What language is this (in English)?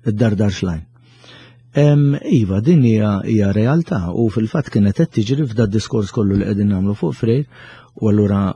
Maltese